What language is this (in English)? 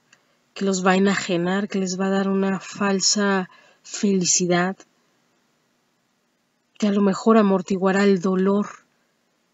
Spanish